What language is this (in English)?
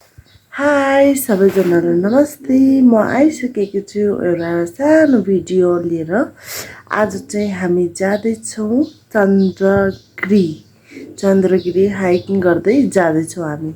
Nepali